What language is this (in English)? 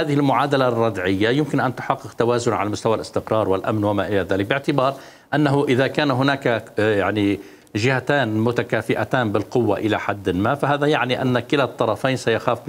Mesopotamian Arabic